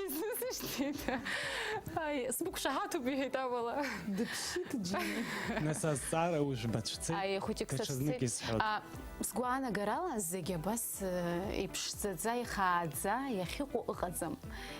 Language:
Abkhazian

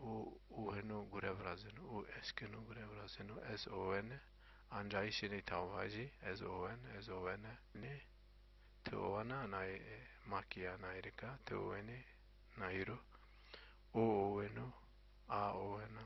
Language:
Zaza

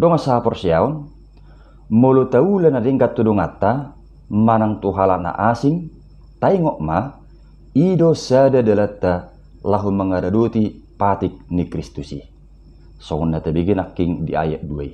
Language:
Batak Toba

